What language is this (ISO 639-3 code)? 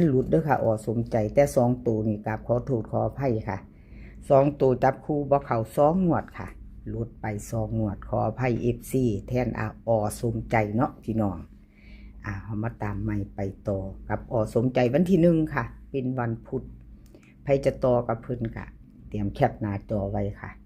tts